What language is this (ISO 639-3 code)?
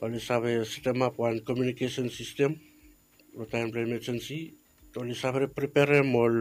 bis